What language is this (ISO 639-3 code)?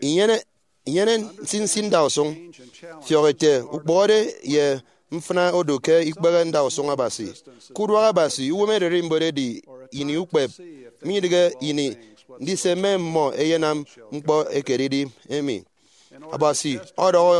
efi